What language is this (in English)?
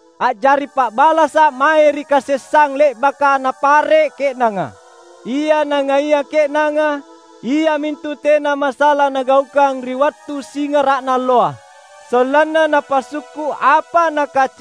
Makasar